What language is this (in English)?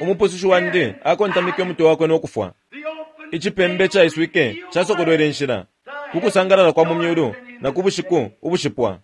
Bemba